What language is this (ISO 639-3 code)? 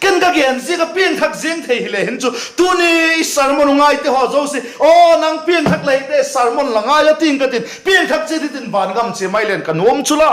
vap